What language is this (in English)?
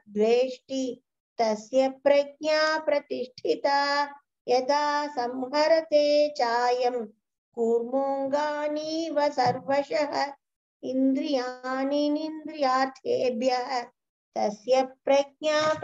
Sanskrit